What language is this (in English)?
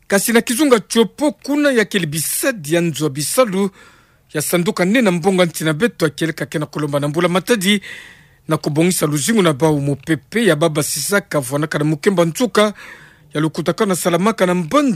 Kituba (Democratic Republic of Congo)